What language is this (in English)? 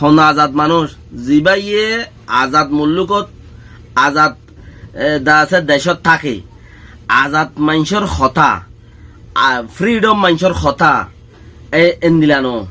Rohingya